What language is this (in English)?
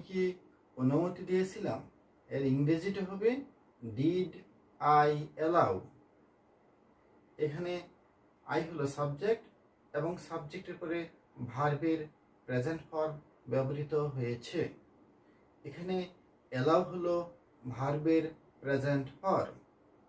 Bangla